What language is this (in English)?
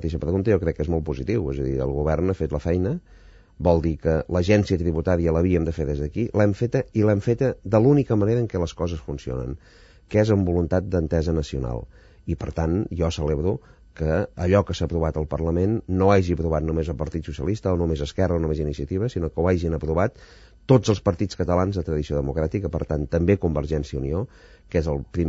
Catalan